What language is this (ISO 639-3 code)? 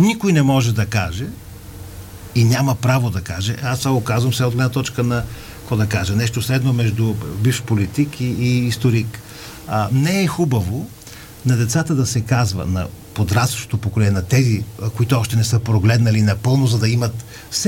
bul